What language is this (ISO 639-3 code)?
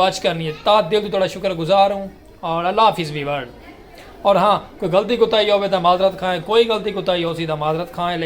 skr